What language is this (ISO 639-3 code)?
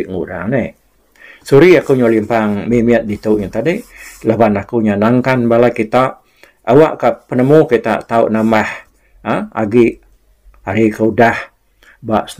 iba